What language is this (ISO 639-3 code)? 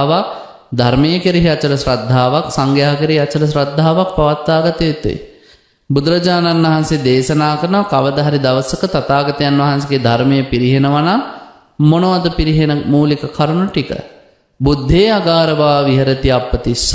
sin